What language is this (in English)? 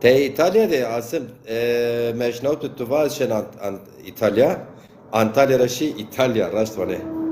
Zaza